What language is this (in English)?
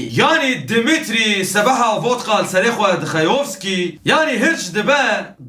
Kurdish